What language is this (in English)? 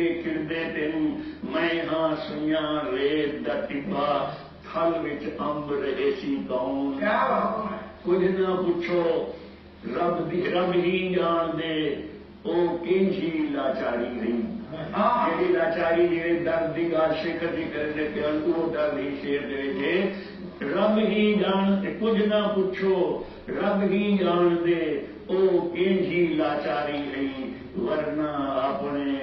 Saraiki